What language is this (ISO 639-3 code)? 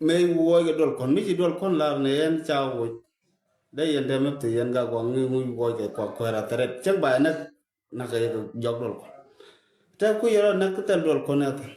nus